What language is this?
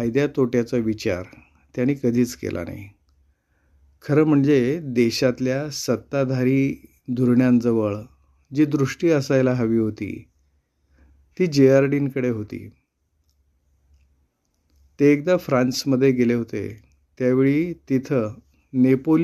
Marathi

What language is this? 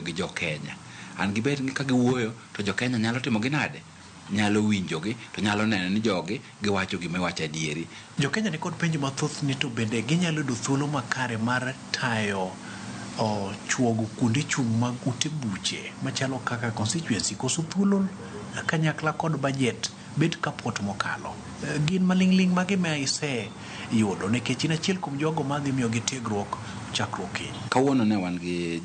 Luo (Kenya and Tanzania)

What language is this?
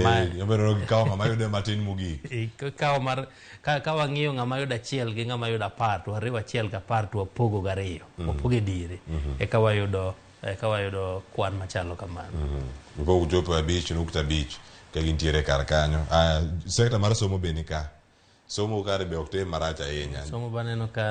Luo (Kenya and Tanzania)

